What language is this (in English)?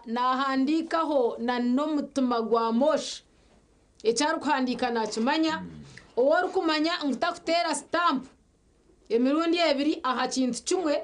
Nyankole